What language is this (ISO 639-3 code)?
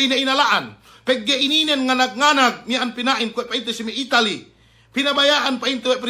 yka